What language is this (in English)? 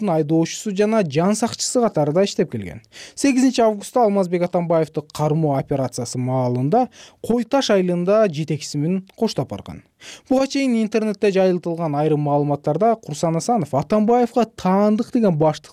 Kyrgyz